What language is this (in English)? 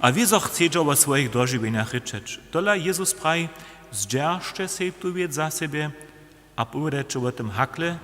Upper Sorbian